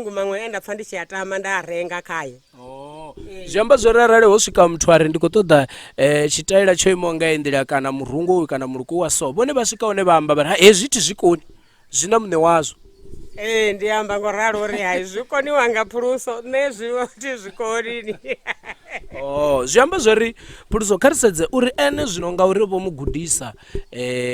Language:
Venda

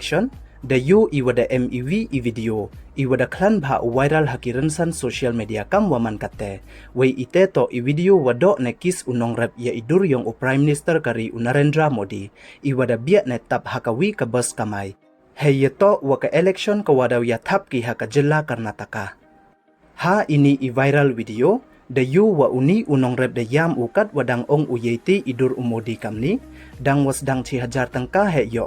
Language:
Pnar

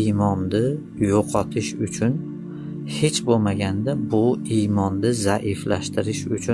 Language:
Uzbek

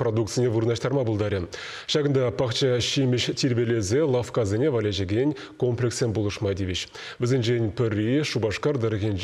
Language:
Chuvash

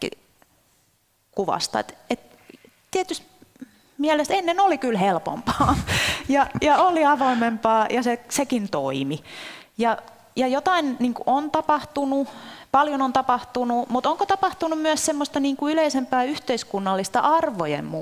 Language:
Finnish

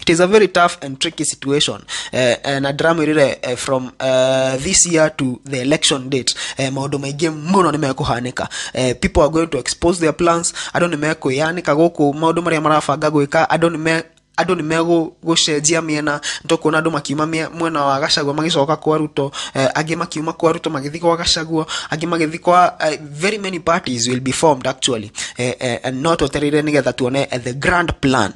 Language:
Kikuyu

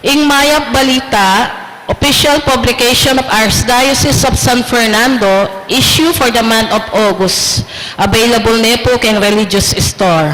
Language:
Pampanga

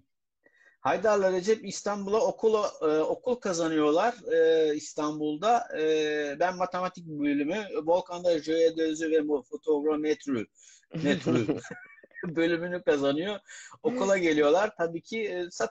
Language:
Turkish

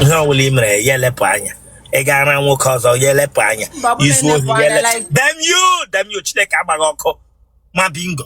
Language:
Igbo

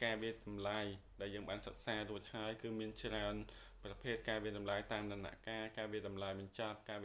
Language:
Khmer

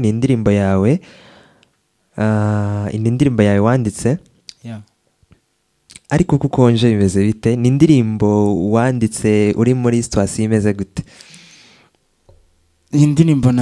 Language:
Kinyarwanda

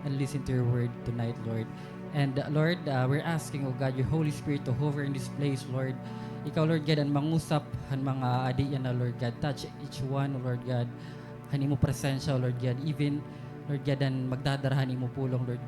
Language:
Waray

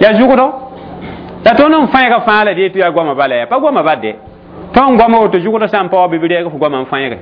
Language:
Mossi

